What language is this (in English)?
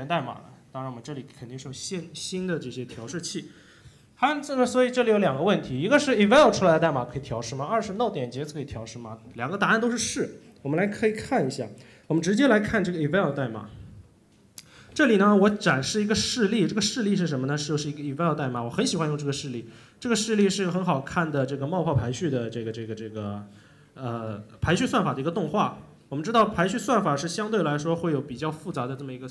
Chinese